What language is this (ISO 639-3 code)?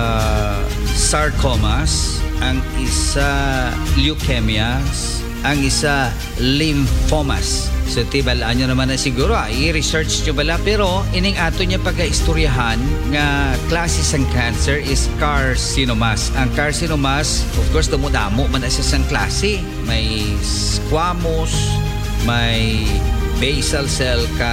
hil